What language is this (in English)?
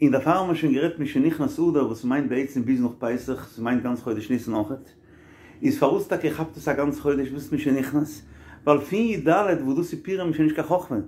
Yiddish